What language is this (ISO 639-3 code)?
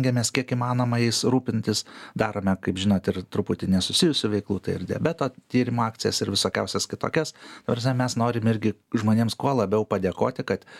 lit